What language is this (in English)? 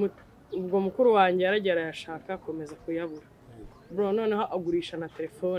Kinyarwanda